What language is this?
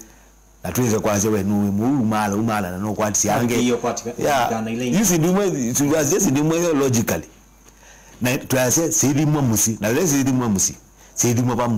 Kamba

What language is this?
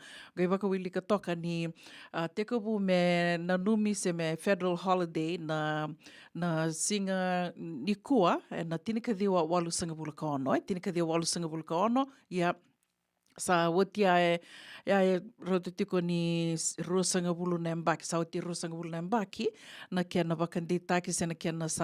Fijian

